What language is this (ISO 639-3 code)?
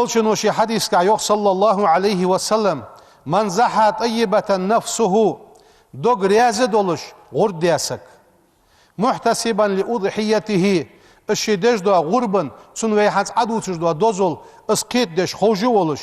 inh